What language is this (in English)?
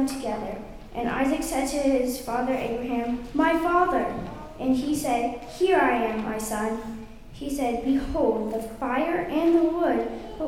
English